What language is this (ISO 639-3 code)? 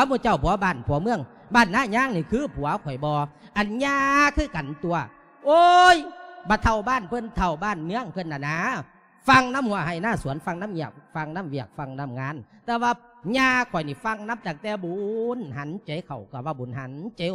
lao